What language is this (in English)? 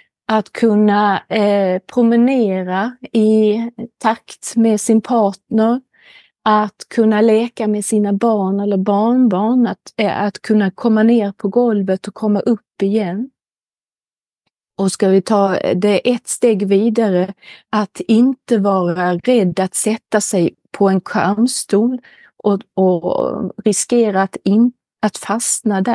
Swedish